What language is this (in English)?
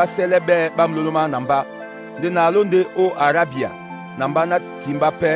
Duala